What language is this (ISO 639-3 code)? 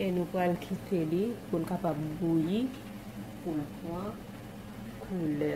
hat